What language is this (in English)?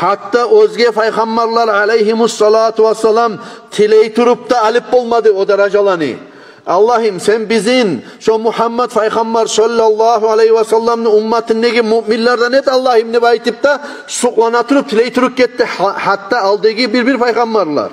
Kumyk